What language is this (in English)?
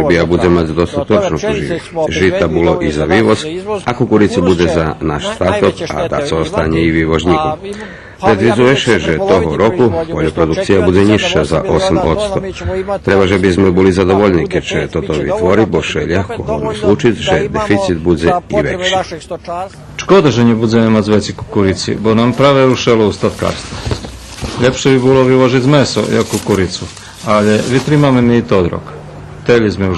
Rusyn